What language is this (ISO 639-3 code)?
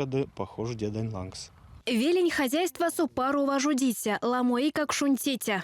myv